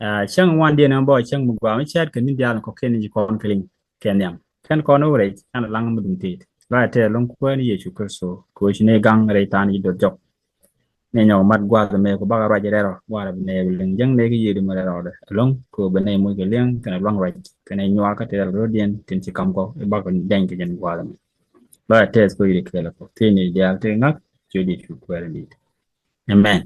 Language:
Nuer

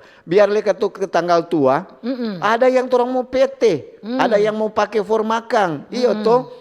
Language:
Manado Malay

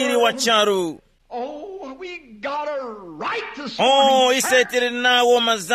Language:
Tumbuka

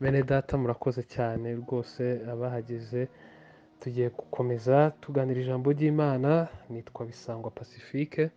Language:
Kinyarwanda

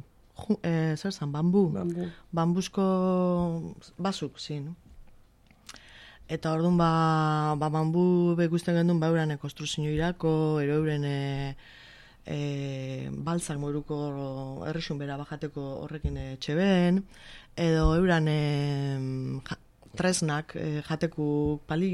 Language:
Basque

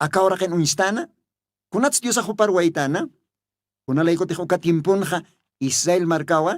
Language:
Aymara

